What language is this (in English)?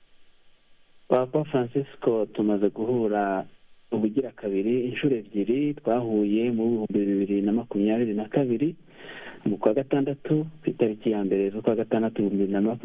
Kinyarwanda